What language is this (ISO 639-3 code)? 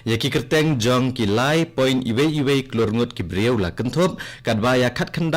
kha